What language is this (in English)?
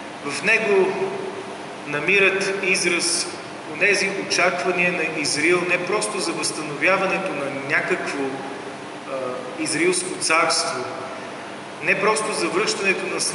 Bulgarian